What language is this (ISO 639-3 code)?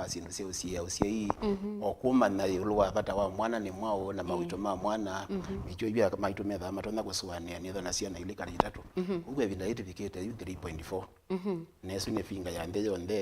kam